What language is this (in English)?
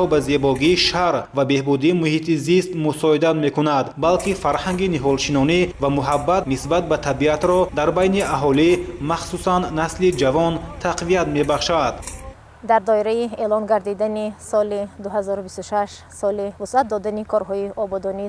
Tajik